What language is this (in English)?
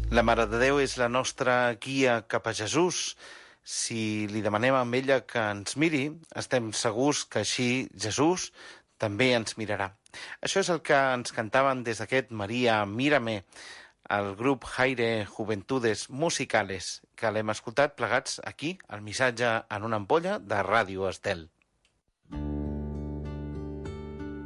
Catalan